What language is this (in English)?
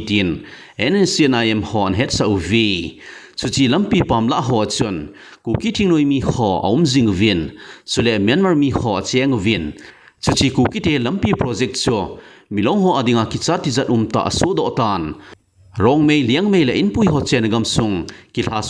Thado Chin